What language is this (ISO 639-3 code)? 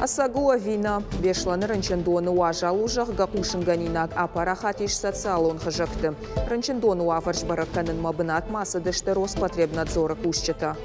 oss